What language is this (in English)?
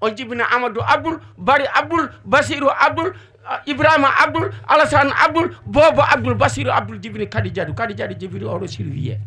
Fula